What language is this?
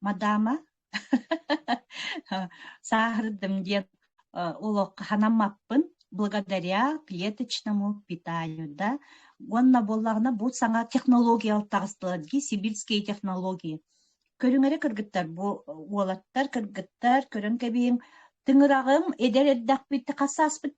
Yakut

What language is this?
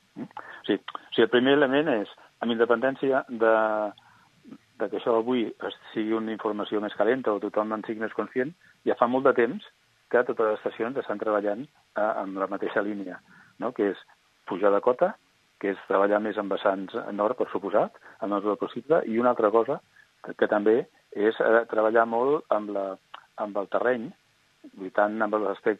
Catalan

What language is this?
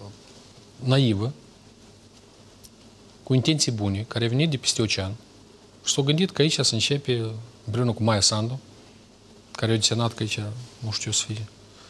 Romanian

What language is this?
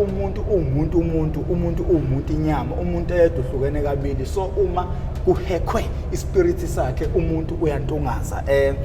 Zulu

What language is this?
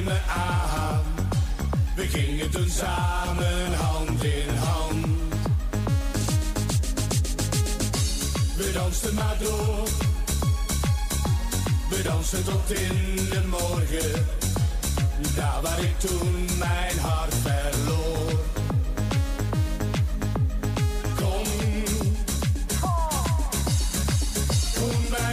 Dutch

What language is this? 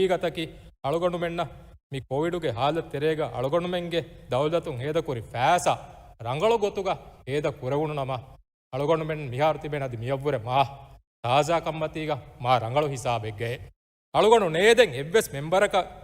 Divehi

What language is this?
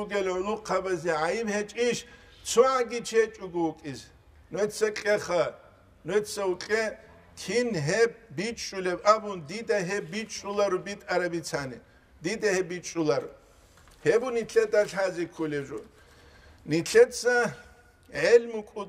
Avaric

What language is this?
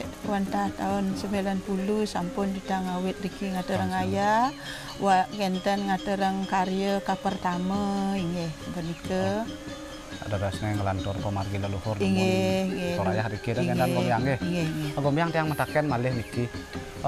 Balinese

